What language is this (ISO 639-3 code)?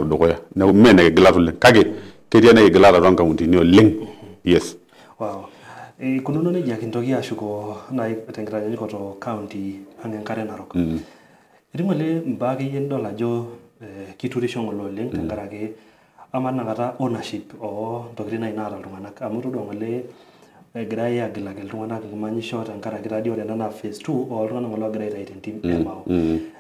mas